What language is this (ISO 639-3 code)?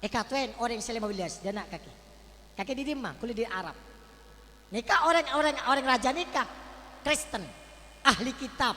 mad